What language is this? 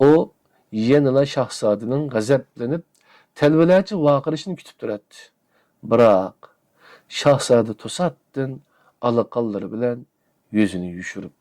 Uyghur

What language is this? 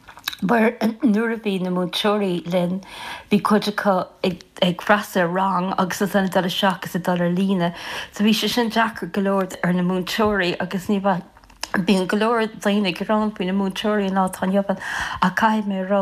Irish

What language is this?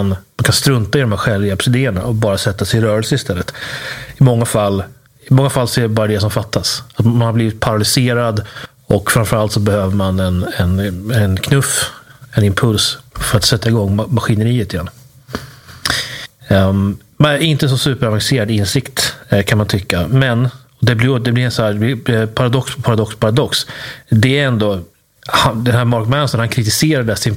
Swedish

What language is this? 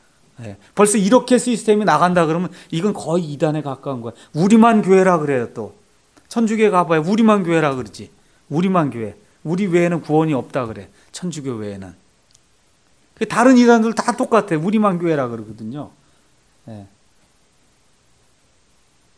Korean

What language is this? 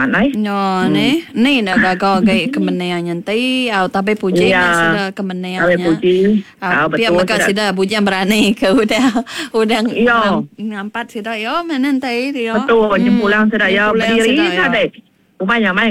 Iban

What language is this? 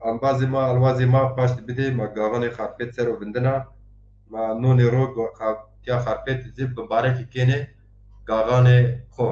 Zaza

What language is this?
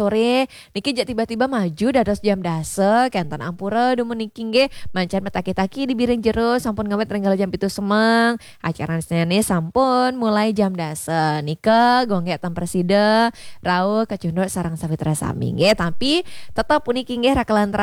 Balinese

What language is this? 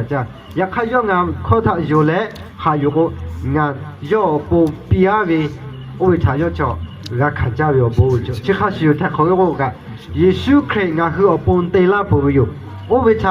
Lahu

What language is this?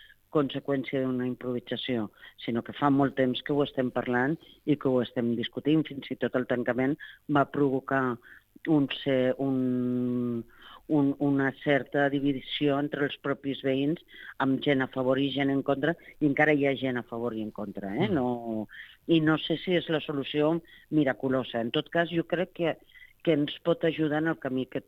Catalan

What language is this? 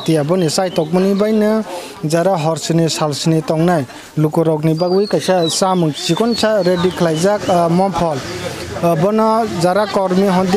Kok Borok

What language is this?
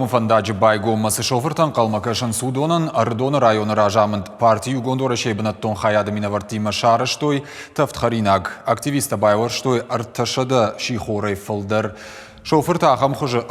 Ossetic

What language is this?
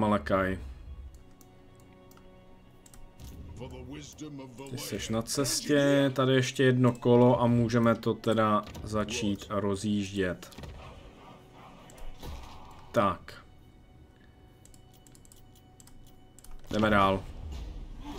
Czech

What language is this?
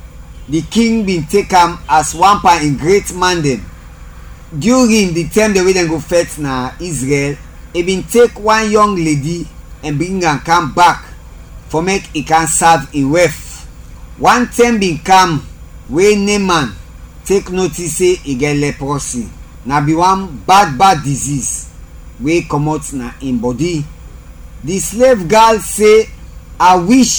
Krio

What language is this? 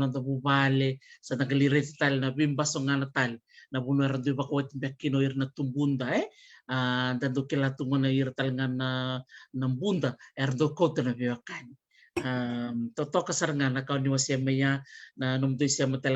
Fijian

